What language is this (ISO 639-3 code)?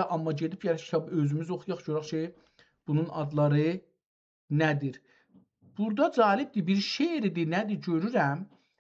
azb